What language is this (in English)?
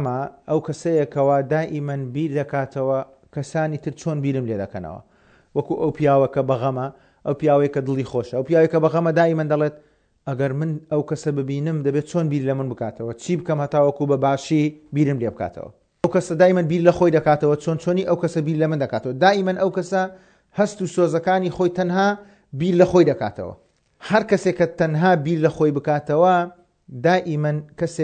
Central Kurdish